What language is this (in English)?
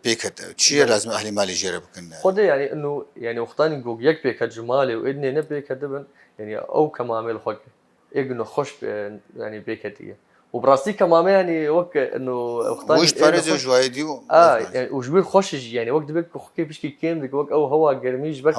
Kurdish